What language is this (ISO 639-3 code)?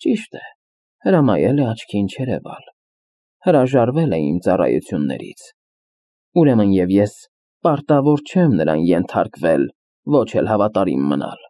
hye